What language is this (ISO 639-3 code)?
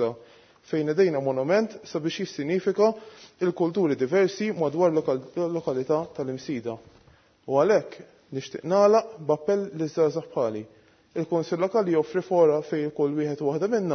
mlt